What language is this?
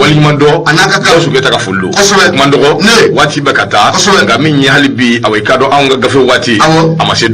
Bambara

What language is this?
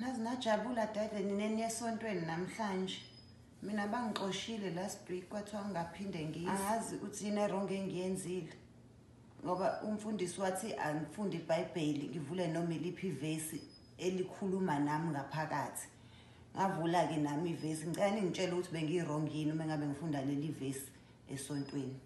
Zulu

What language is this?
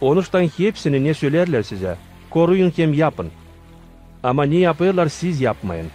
Gagauz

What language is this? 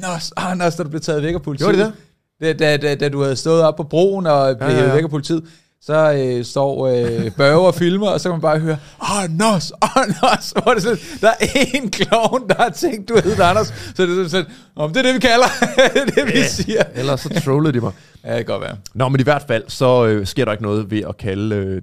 Danish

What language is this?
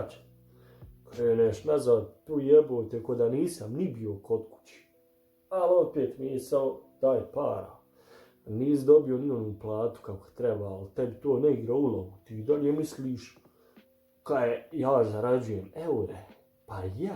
Bosnian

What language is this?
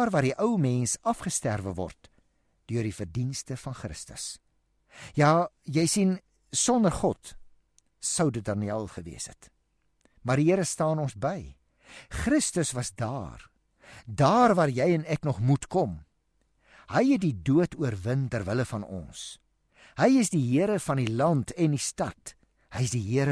Afrikaans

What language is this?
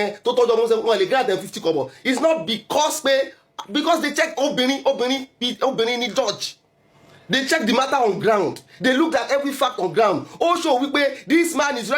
Yoruba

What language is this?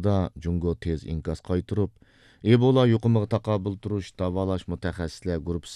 Uyghur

